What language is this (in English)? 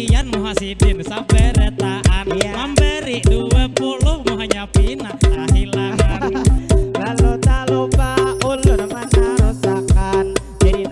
Banjar